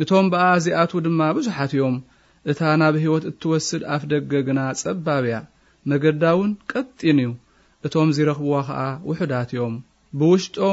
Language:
Tigrinya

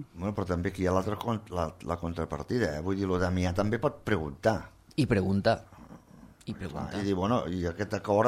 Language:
Catalan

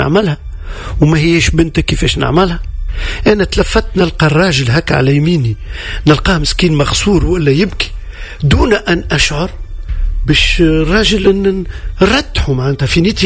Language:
Tunisian Arabic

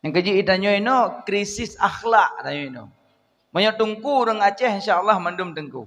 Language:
Achinese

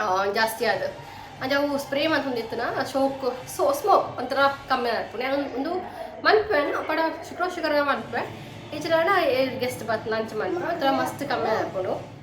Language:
Tulu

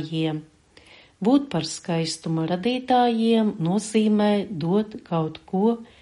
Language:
Latvian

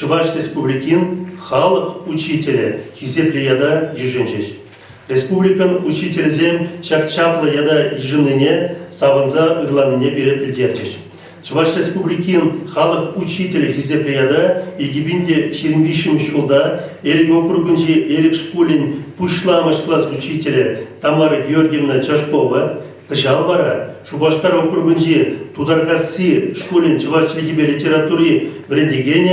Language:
Chuvash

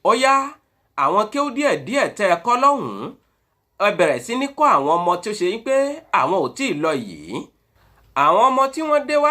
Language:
Yoruba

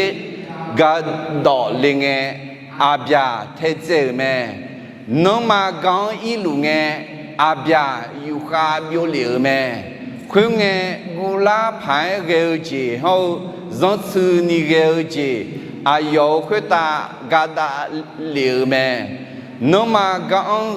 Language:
Akha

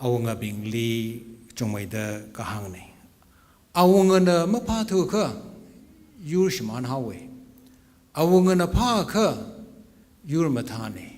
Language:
Tangkhul Naga (India)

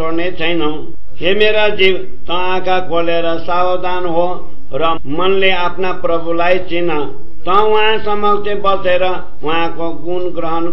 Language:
Nepali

